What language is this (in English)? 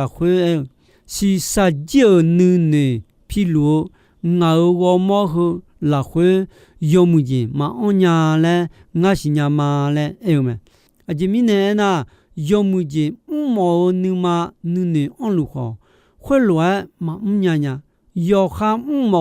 Akha